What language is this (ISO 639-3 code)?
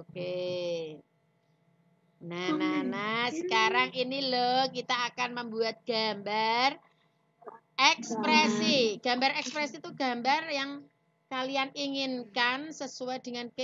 ind